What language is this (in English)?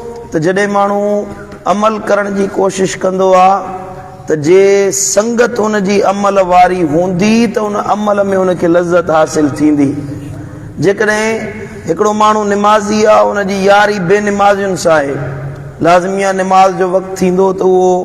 Sindhi